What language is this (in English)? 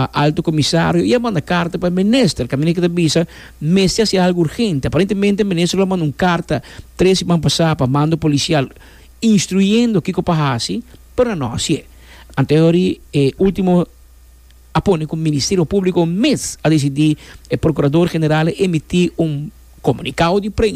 Papiamento